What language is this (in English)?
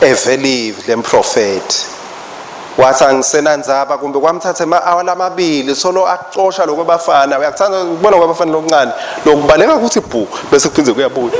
Swati